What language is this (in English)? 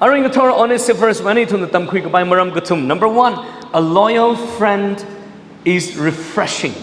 Tangkhul Naga (India)